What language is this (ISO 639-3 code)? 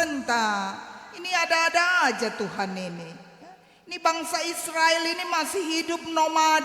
btx